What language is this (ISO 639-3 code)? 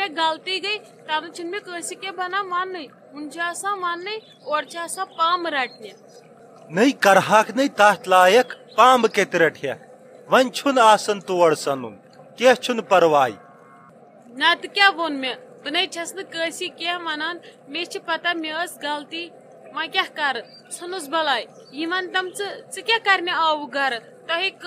kas